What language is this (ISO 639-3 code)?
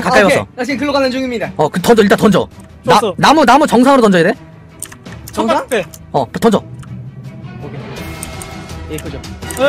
kor